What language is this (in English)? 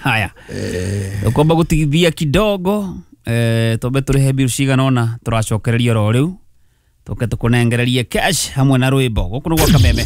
Kikuyu